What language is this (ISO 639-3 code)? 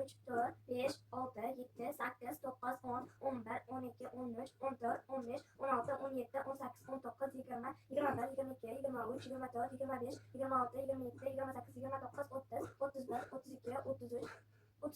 uzb